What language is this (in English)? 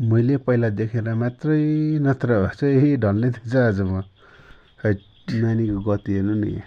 Nepali